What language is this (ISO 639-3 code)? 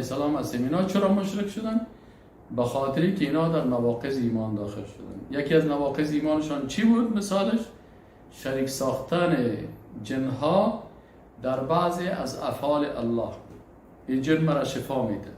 fas